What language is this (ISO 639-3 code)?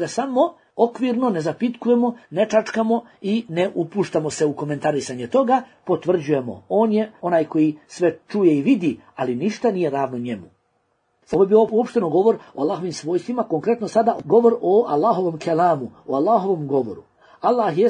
bos